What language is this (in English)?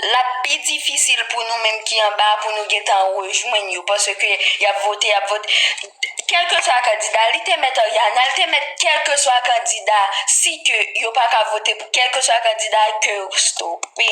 Haitian Creole